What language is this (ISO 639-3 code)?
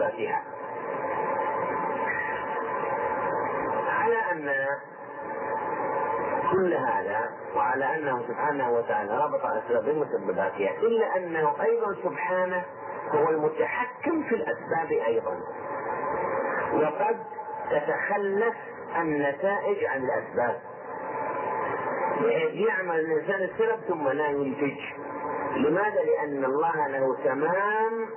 ara